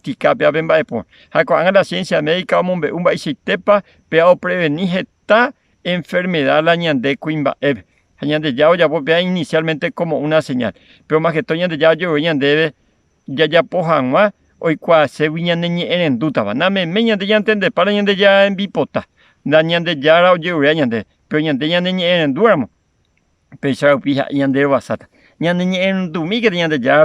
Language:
Guarani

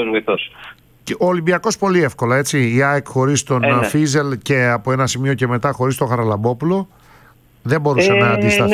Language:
Greek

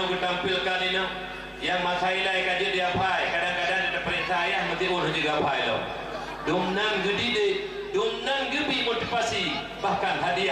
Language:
Achinese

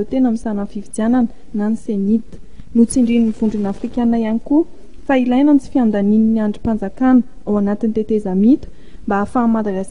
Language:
Malagasy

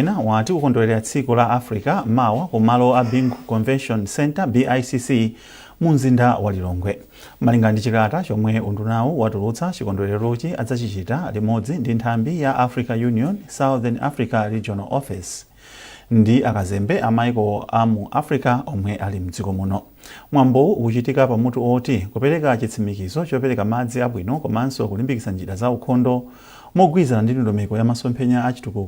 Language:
Nyanja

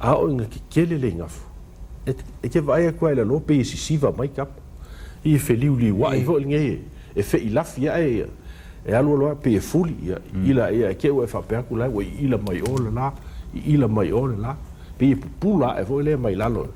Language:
Samoan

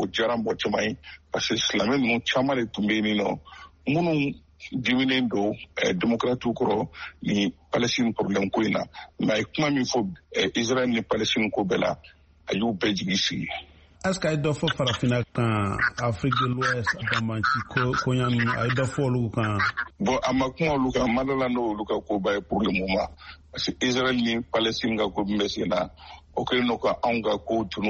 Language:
Bambara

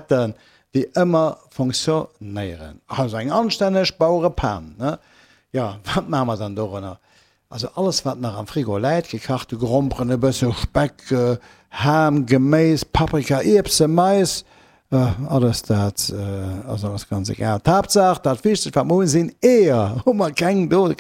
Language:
Luxembourgish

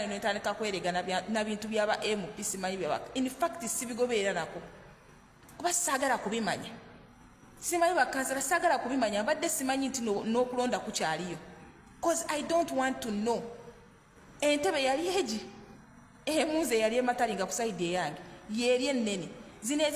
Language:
Ganda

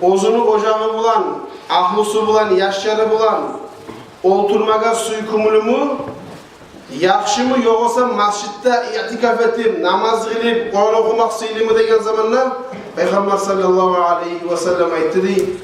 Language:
Kumyk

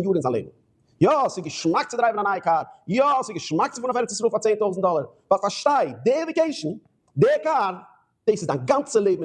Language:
Yiddish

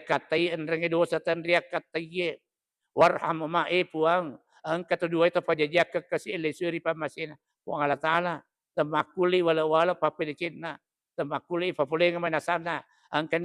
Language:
Buginese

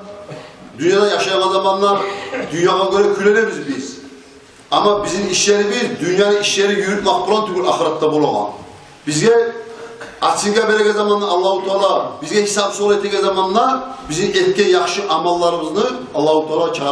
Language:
Kumyk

